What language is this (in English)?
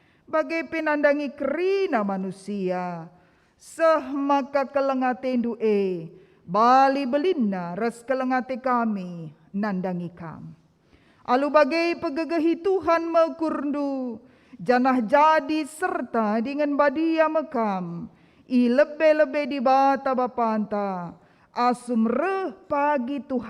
Batak Karo